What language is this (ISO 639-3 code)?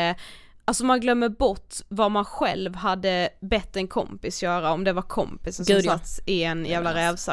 swe